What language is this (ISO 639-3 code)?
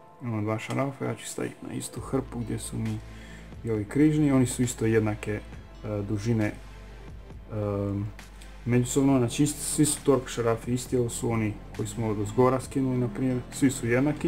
hrv